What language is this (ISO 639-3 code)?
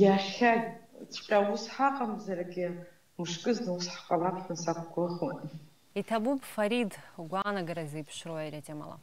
abk